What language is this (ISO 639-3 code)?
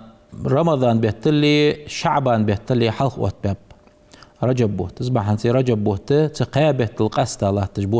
inh